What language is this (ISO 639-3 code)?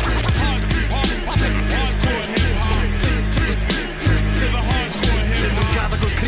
swe